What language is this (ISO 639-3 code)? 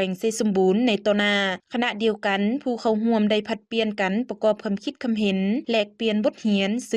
lao